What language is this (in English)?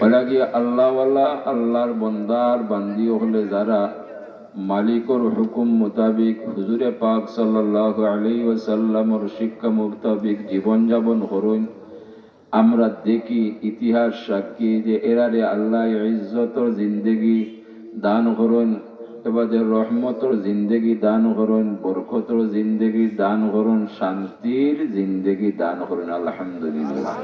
Sylheti